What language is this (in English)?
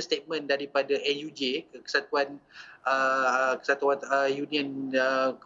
Malay